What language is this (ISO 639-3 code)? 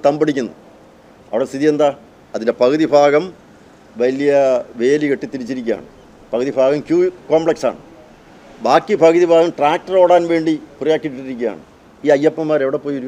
mal